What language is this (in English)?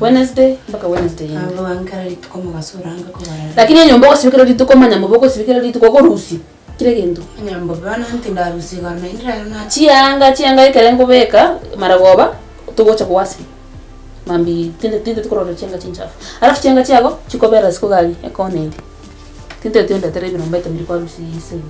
Gusii